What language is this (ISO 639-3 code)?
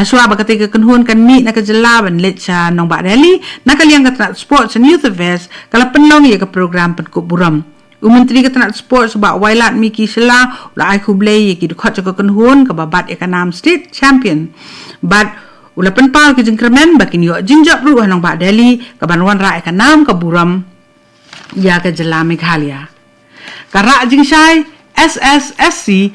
kha